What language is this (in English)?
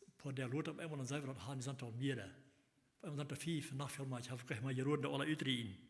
Plautdietsch